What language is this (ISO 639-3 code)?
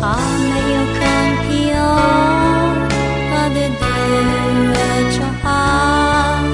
ahk